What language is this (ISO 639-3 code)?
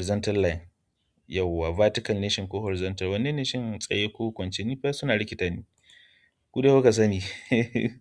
hau